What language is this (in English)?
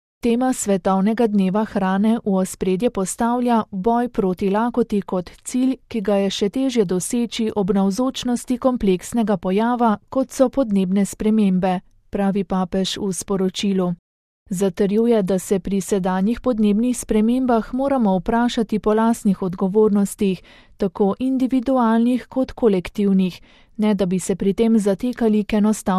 Slovenian